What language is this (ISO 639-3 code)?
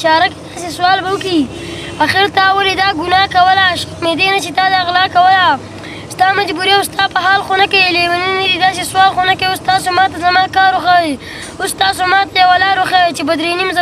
pus